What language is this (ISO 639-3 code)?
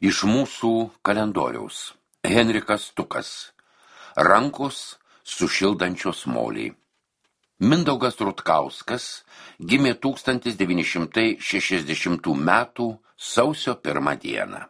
lit